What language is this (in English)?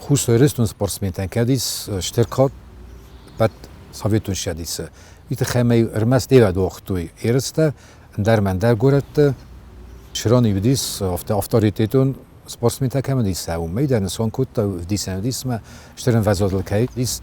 Ossetic